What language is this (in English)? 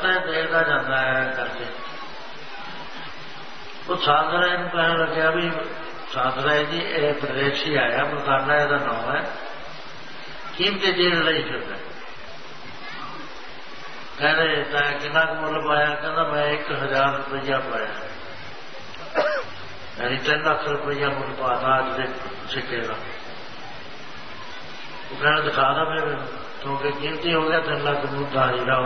Punjabi